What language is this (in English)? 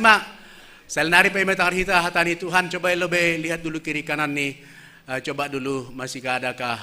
Batak Simalungun